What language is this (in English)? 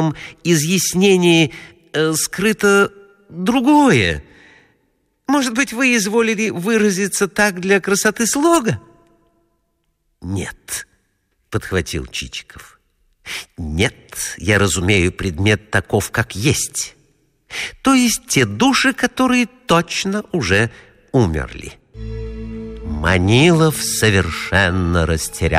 Russian